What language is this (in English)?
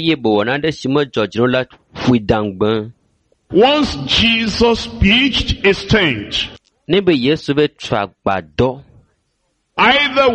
Ewe